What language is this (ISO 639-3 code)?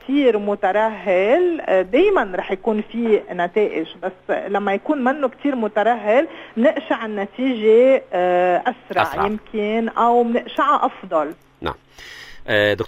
apc